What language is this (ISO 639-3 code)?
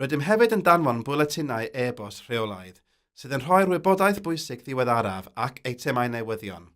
cym